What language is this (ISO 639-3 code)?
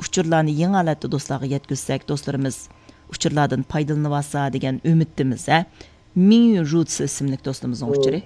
uig